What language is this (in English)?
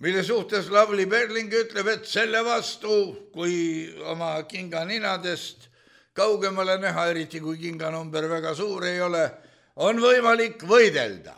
Estonian